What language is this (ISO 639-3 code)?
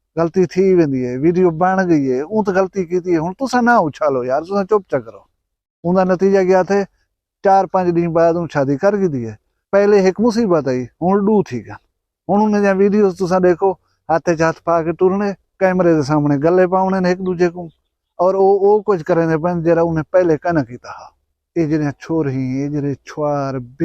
skr